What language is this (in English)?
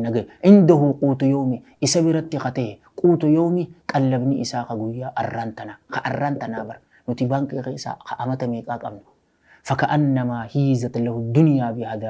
Oromo